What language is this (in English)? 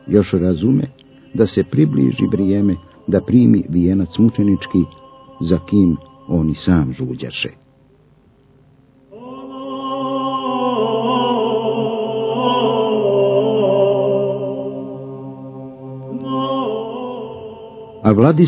Croatian